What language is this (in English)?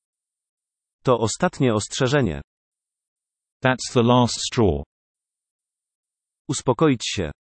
Polish